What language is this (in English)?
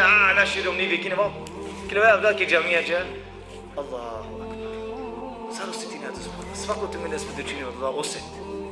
Balkan Romani